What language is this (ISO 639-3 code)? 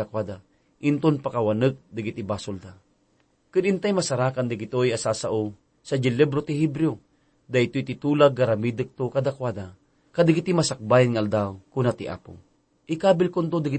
ilo